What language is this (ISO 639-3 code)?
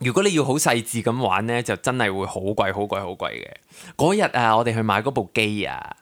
yue